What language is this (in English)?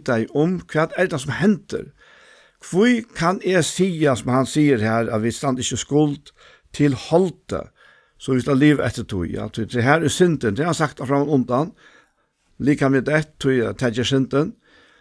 Faroese